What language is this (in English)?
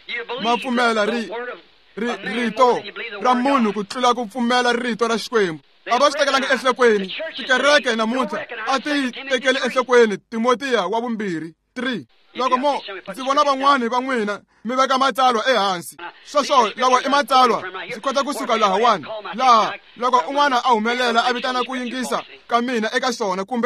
Tsonga